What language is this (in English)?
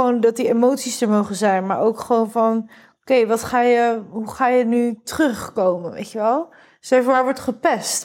Dutch